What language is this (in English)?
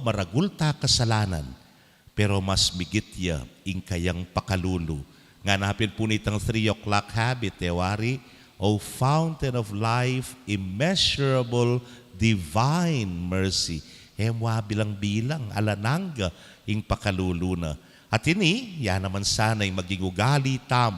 Pampanga